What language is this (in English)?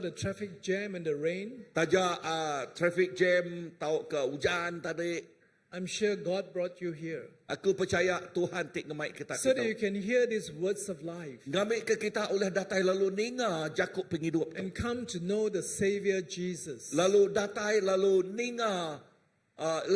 Iban